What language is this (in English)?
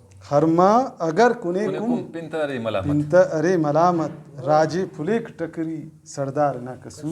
Brahui